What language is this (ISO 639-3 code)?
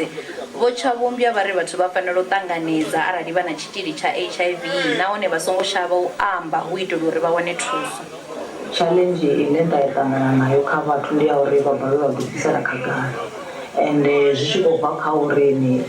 ven